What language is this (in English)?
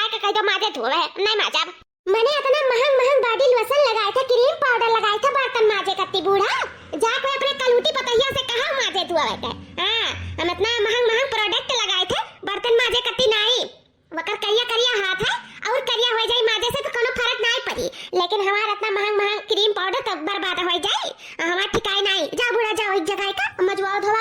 Awadhi